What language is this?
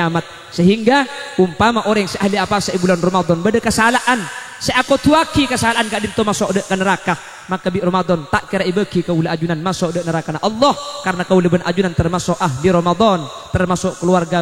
Madurese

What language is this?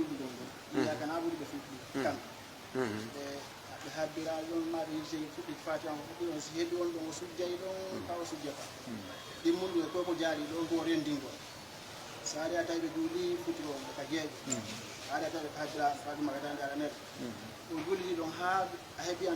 Pular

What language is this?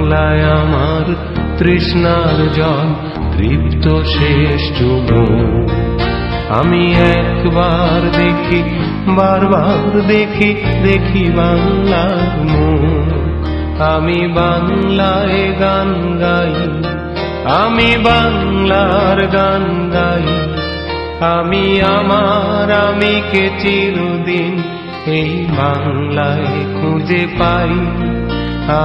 Bangla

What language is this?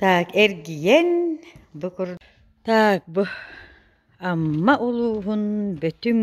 Yakut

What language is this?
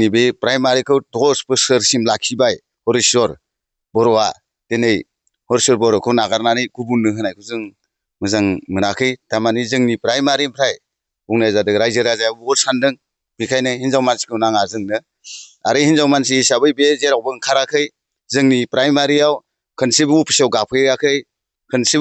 Bodo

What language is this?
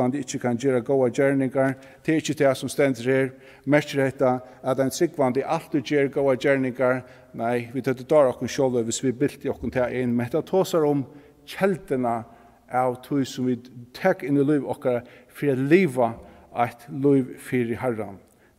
Faroese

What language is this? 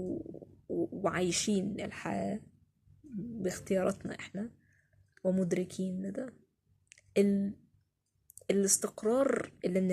Egyptian Arabic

